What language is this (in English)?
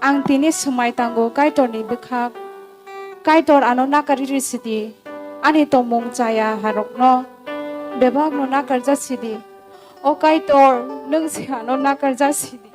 Kok Borok